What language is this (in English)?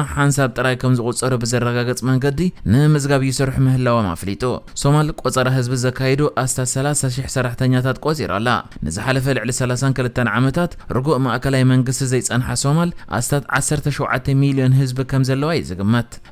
Tigrinya